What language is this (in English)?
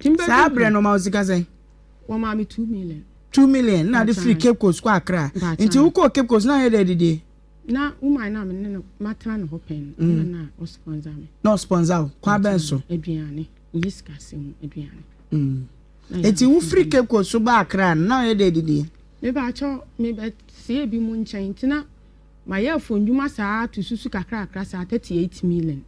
Akan